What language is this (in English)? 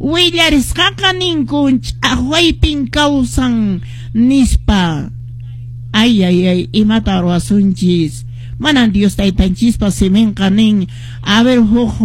Quechua